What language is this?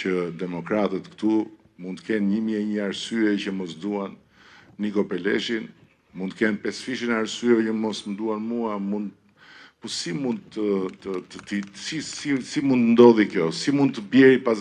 Albanian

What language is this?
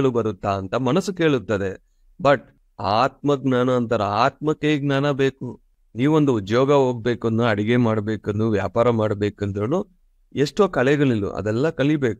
Kannada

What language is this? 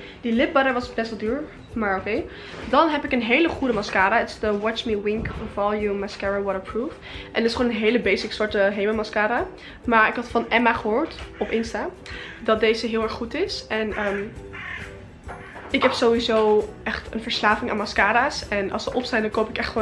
Dutch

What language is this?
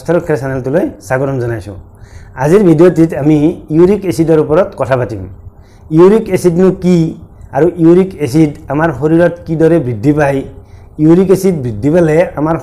Assamese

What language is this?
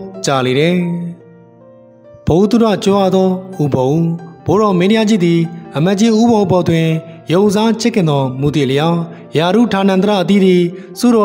Burmese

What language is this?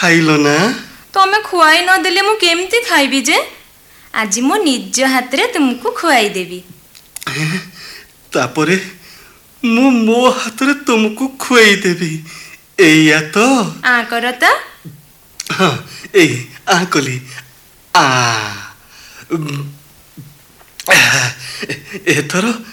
Odia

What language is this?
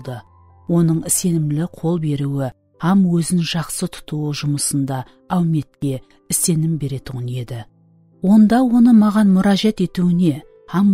Kara-Kalpak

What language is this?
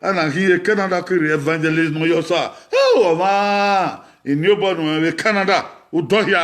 Bini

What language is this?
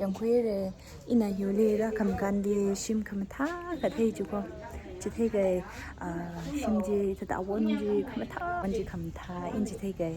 Tangkhul Naga (India)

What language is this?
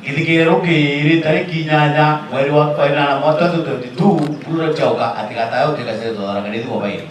Meru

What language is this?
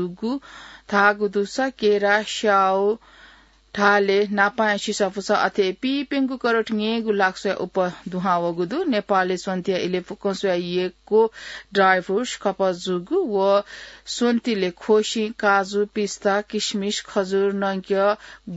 Newari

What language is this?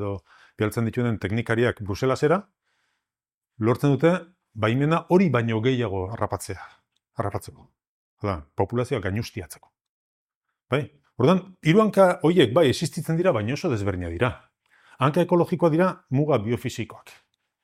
Basque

